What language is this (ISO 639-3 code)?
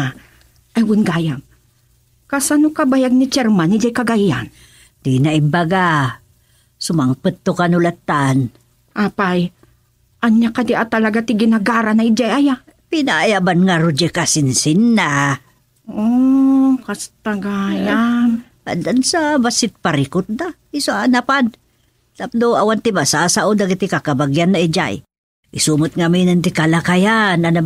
ilo